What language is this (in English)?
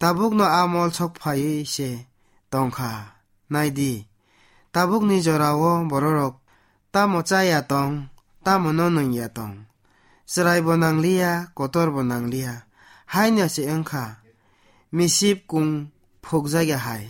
Kok Borok